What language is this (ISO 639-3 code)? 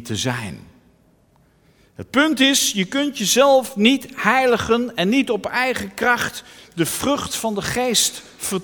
nld